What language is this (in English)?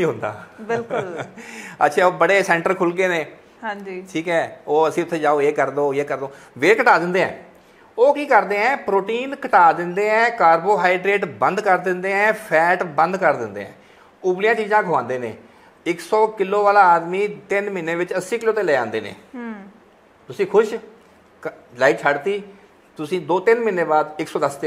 Punjabi